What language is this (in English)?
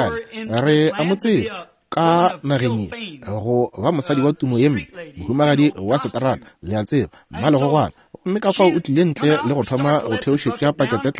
Northern Sotho